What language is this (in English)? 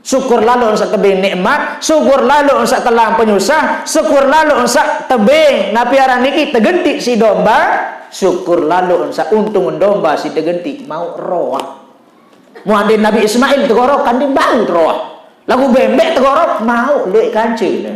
Sasak